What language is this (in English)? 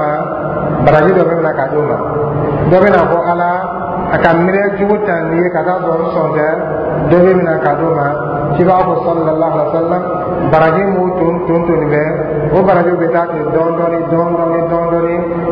Dyula